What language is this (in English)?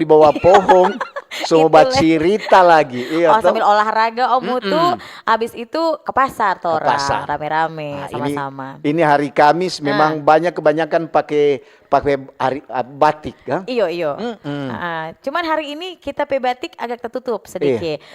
Manado Malay